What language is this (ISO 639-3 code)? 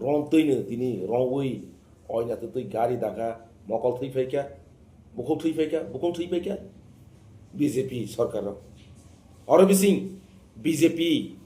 trp